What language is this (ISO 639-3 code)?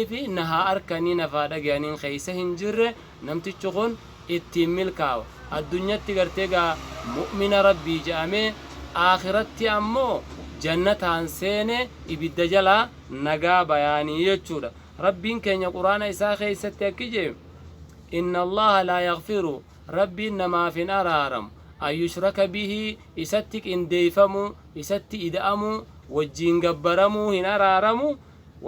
orm